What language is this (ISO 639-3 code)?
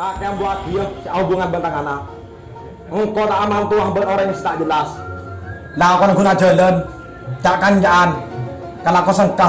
mad